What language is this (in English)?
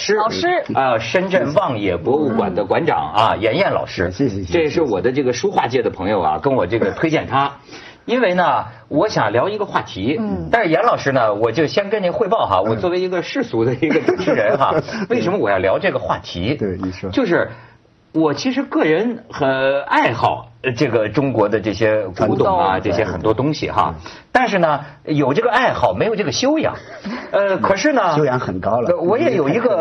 Chinese